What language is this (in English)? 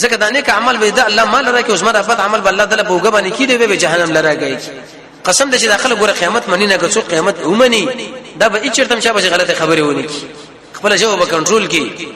Pashto